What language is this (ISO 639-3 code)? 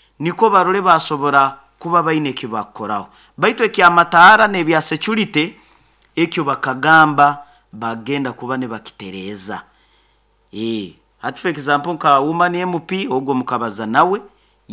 nyo